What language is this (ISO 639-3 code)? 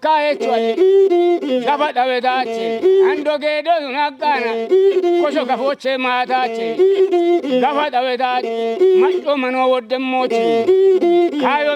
kbr